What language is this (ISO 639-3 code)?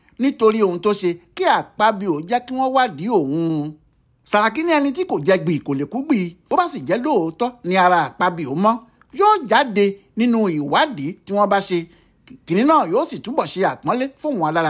yor